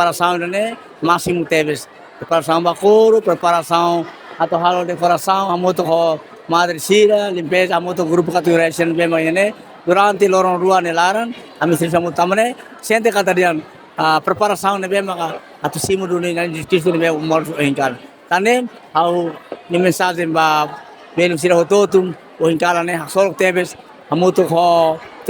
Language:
Tetum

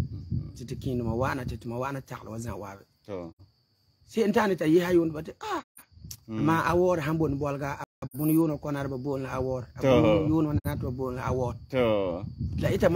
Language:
Frafra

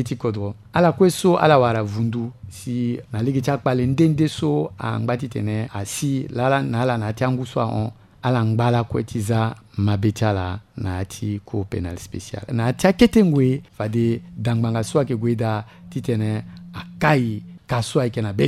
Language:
Sango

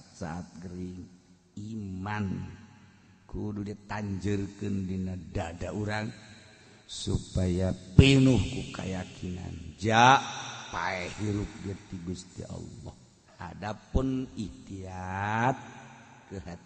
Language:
Sundanese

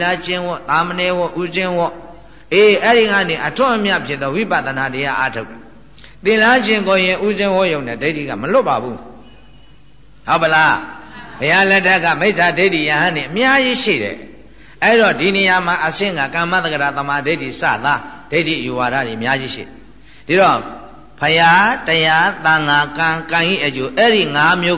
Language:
Burmese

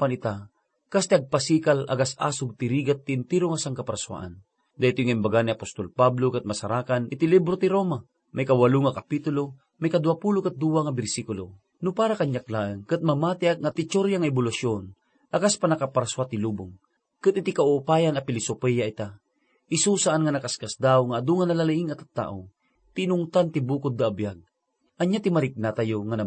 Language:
Iloko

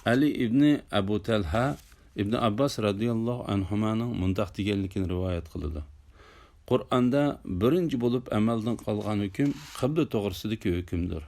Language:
Uyghur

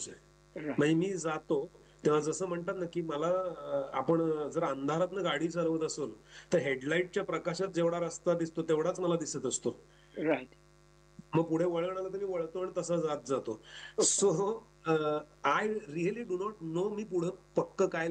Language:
Marathi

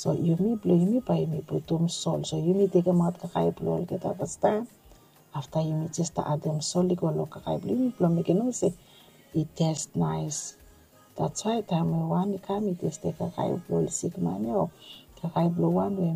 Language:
Bislama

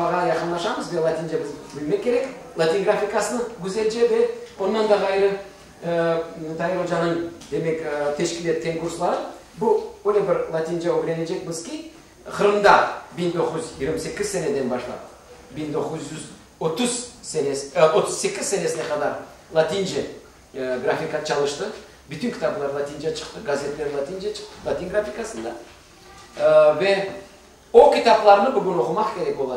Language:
Crimean Tatar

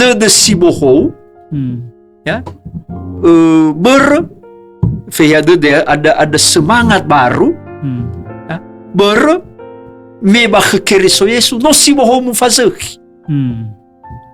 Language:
Nias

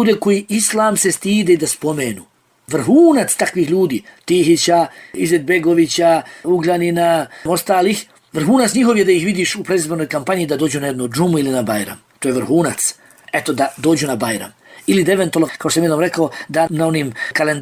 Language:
Bosnian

